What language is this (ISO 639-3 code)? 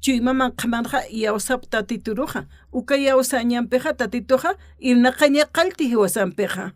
aym